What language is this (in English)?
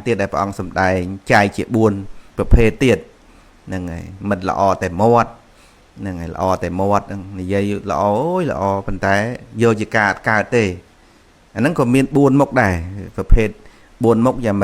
Khmer